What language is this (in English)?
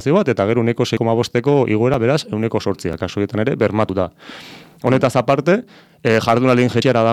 Basque